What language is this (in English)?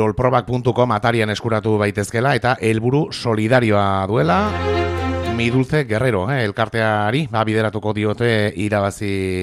Basque